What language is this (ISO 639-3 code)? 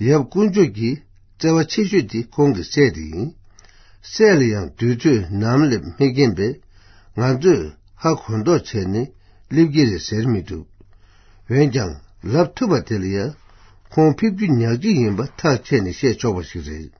bod